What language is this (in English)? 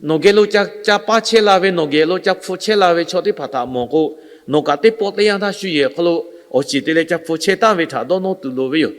Lahu